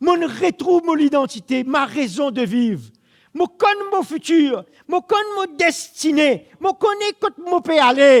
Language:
Morisyen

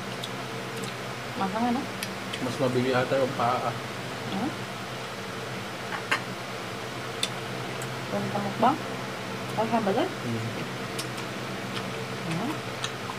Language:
Filipino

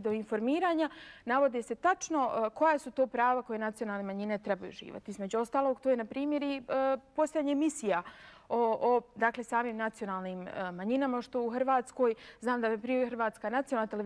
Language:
Bosnian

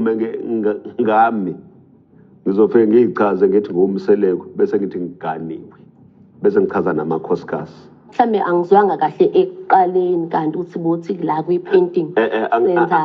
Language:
Zulu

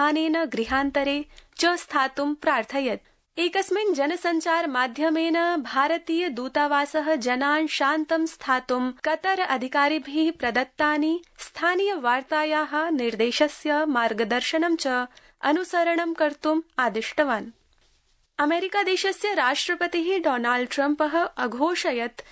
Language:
Sanskrit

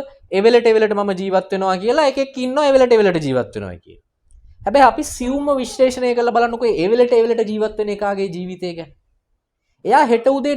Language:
Sinhala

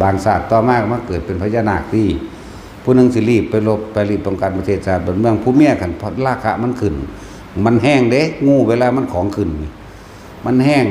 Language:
Northeastern Thai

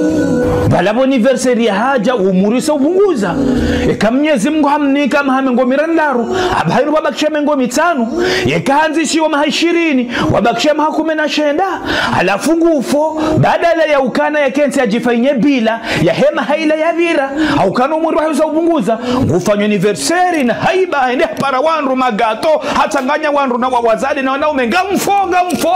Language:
Ngazidja Comorian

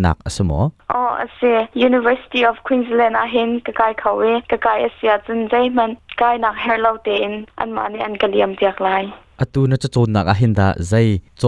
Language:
Hakha Chin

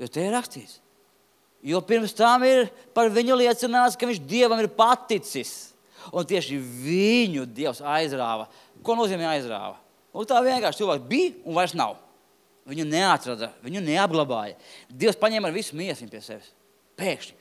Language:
Latvian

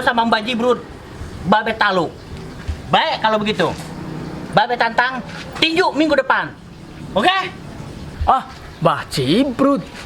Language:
Betawi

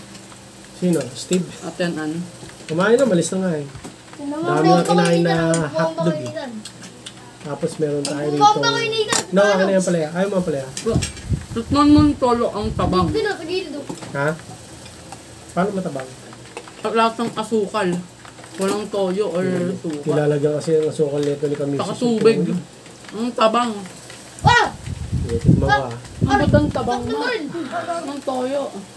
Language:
Filipino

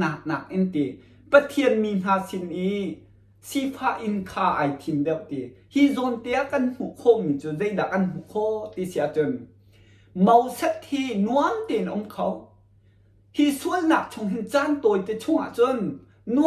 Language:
Hakha Chin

